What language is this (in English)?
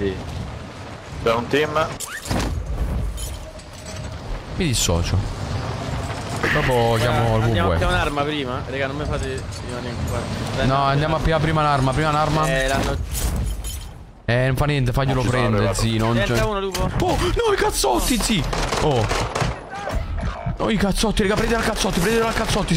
Italian